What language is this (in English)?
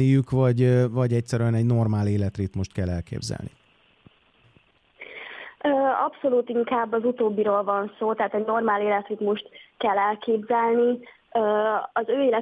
Hungarian